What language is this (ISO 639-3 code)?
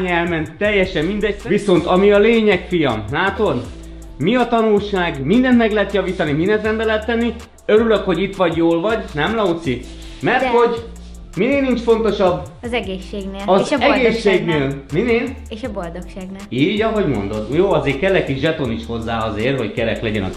hun